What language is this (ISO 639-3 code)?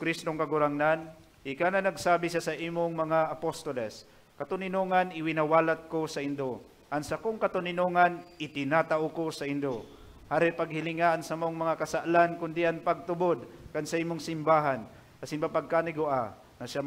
bik